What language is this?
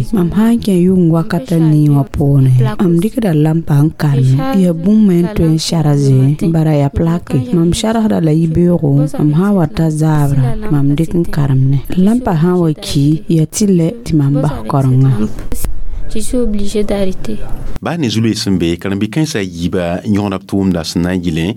Mossi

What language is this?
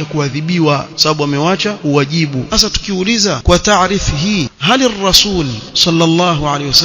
Swahili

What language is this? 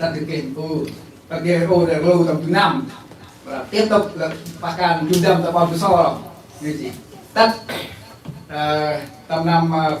Central Mnong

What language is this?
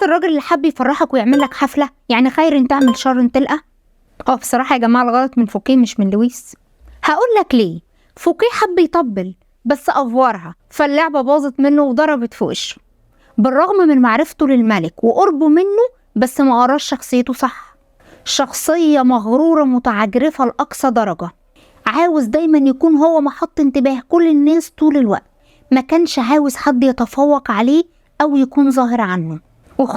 Egyptian Arabic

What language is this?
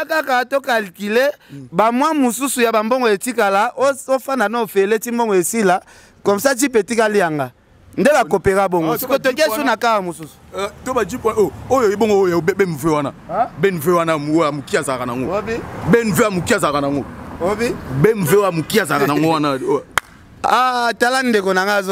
Lingala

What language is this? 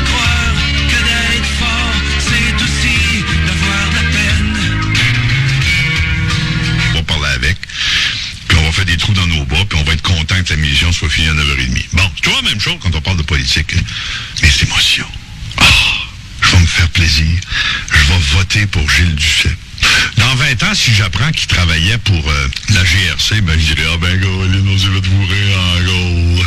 French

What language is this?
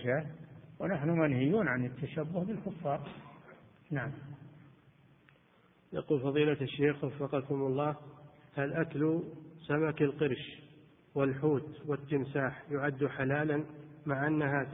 Arabic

